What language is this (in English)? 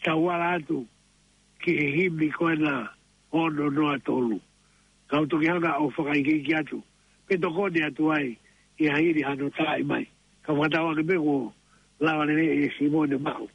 Tongan